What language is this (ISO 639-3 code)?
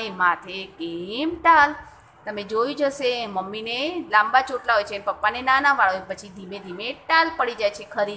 guj